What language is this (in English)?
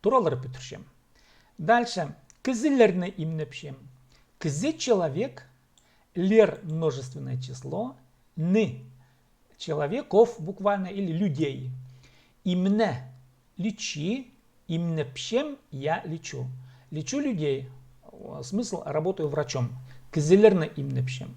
Khakas